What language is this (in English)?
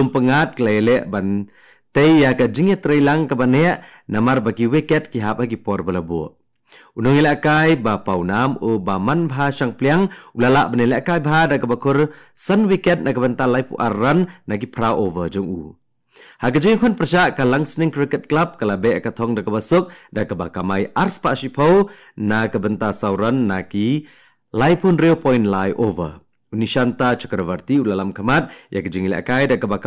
Khasi